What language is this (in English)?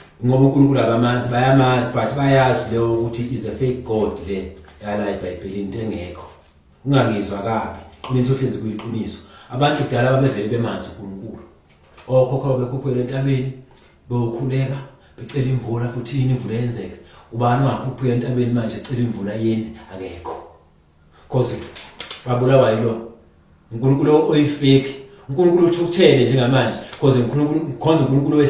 Zulu